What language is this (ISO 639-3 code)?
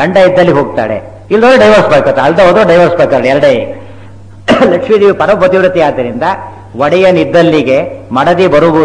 kan